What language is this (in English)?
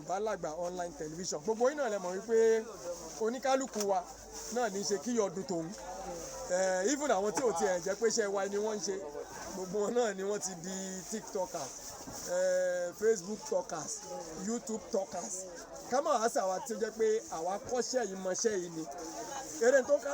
Yoruba